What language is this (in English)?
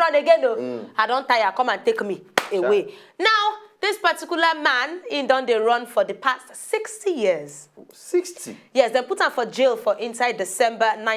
Nigerian Pidgin